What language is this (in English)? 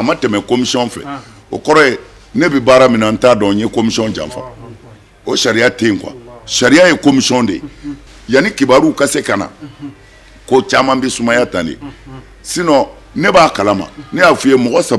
Bambara